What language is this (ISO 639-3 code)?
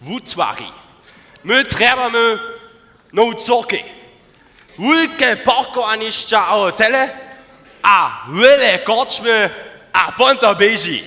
hsb